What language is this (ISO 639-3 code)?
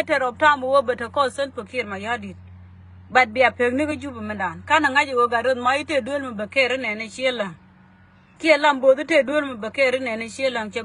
nus